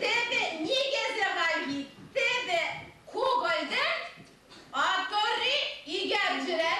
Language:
Chuvash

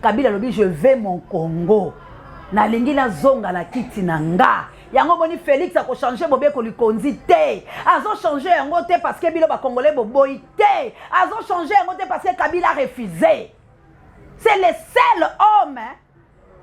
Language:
Lingala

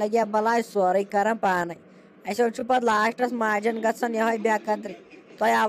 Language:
Kashmiri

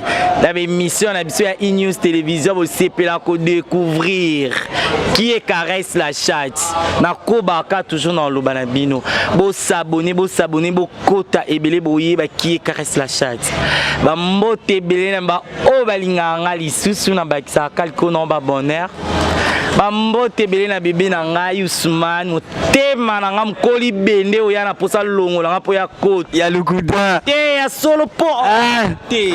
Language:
Lingala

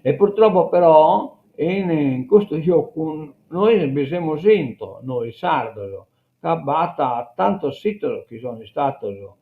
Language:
Sardinian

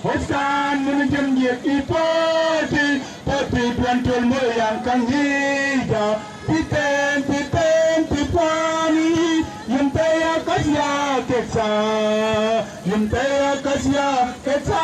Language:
Mabaan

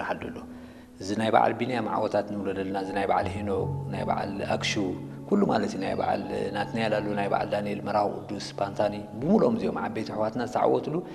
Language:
Tigrinya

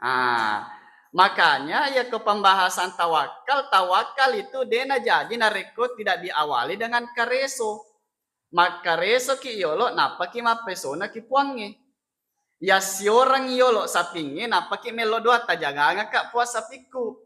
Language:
Buginese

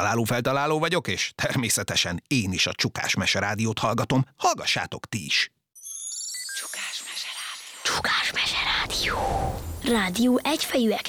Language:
Hungarian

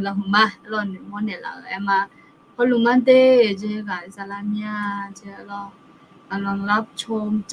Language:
Akha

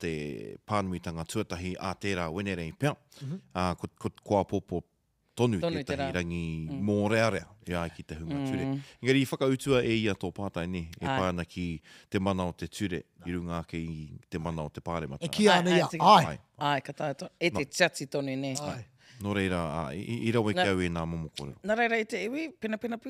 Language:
Māori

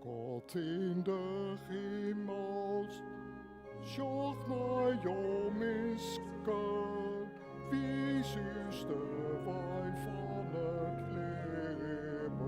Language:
Western Frisian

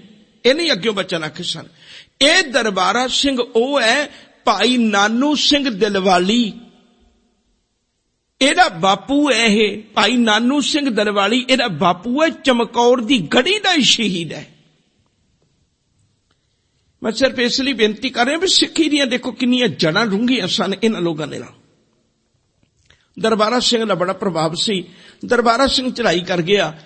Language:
Punjabi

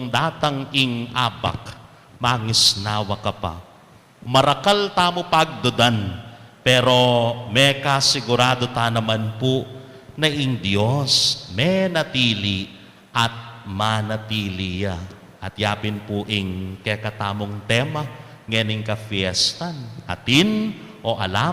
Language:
Pampanga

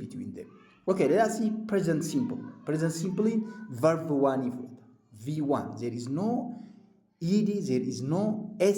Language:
Oromo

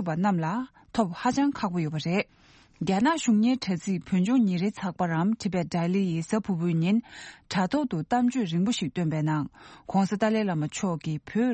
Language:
Tibetan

